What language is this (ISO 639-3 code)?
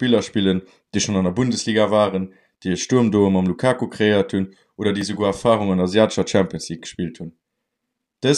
ltz